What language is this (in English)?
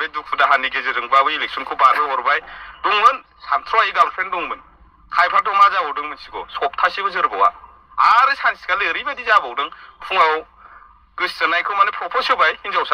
Bodo